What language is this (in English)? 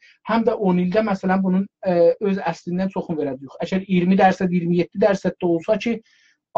South Azerbaijani